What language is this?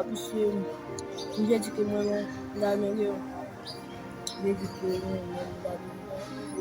Haitian Creole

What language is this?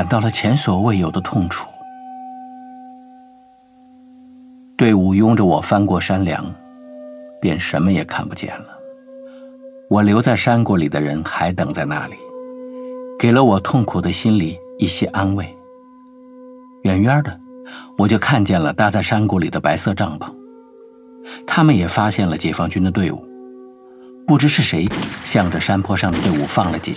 Chinese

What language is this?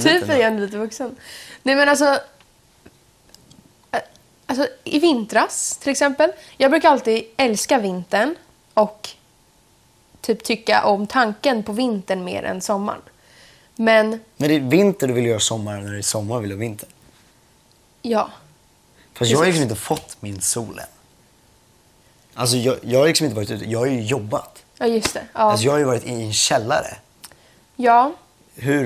Swedish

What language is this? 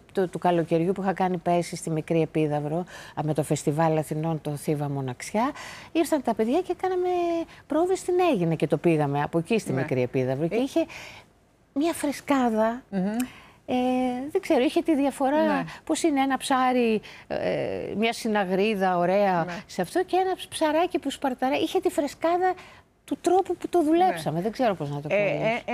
Greek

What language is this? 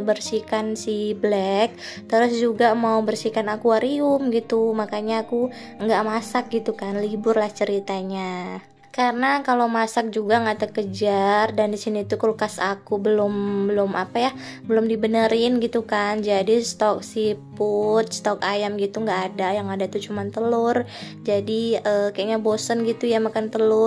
Indonesian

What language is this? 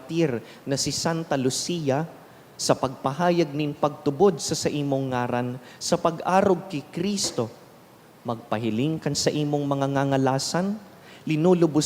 Bikol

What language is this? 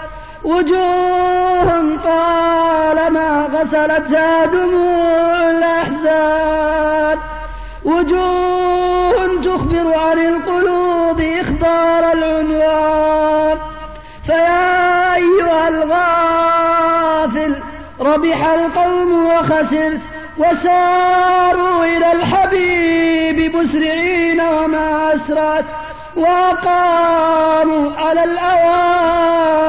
Arabic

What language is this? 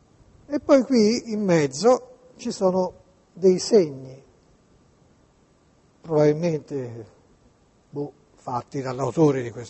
Italian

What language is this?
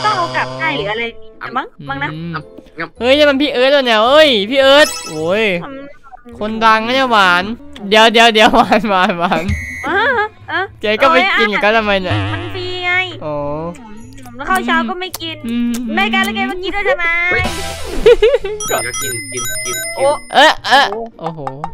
Thai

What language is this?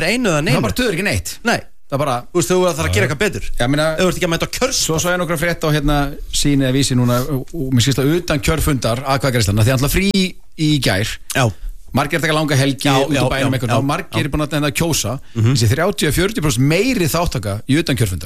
Icelandic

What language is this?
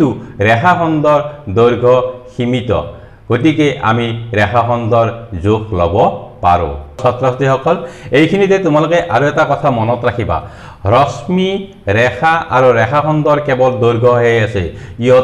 Assamese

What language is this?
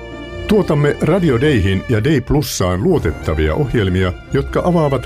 Finnish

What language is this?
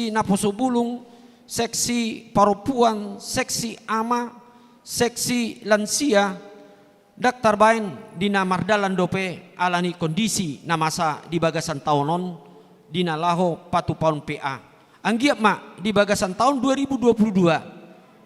Batak Toba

